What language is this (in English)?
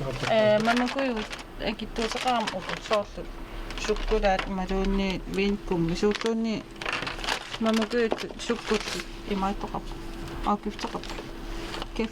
Kalaallisut